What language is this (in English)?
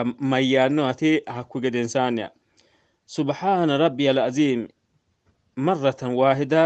Sidamo